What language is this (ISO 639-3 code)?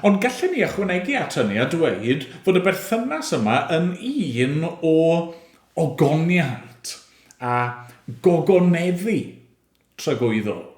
cym